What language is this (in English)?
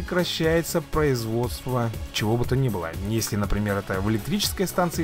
Russian